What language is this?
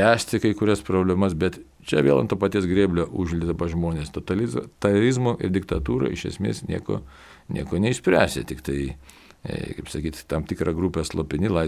Lithuanian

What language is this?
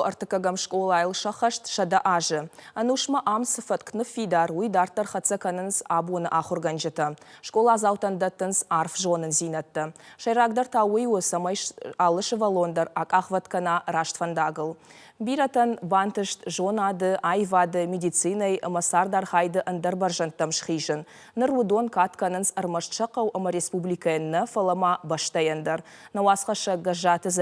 Ossetic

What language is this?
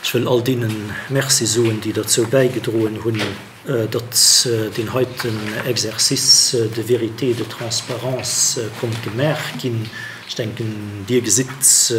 Luxembourgish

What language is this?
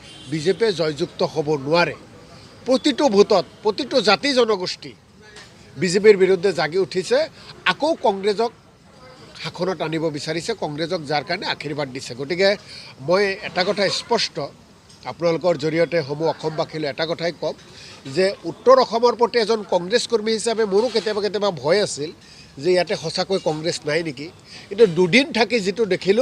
Assamese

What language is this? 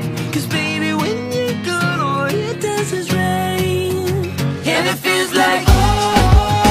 English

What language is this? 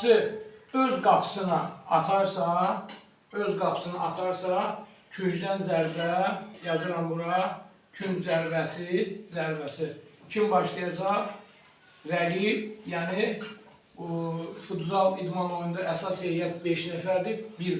Azerbaijani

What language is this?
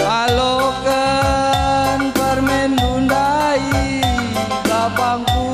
Batak Karo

